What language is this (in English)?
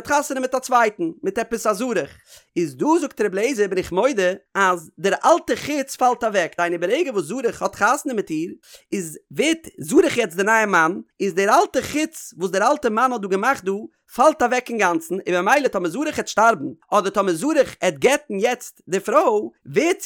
Yiddish